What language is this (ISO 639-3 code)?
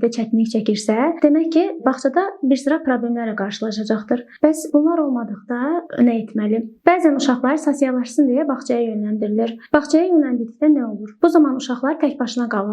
aze